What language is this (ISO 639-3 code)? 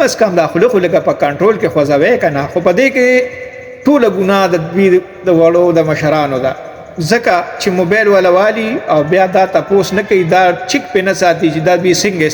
pus